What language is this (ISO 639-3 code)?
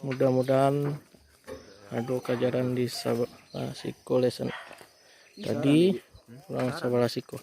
min